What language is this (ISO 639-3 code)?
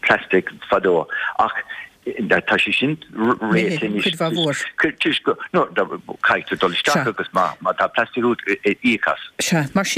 gle